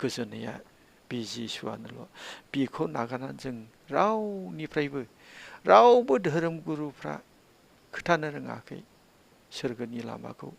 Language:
Bodo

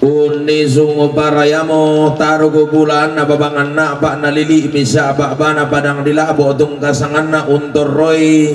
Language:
Toraja-Sa'dan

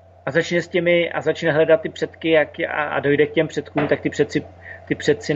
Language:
Czech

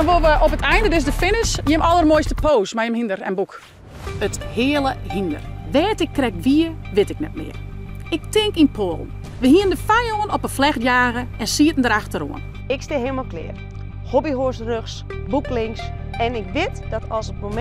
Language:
Western Frisian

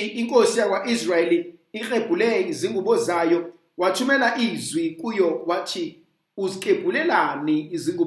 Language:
Zulu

